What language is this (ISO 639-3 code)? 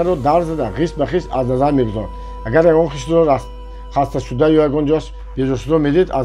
tgk